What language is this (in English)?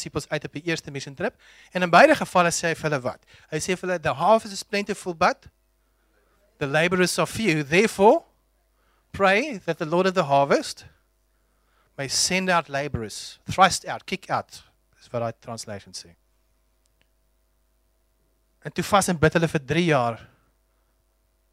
Afrikaans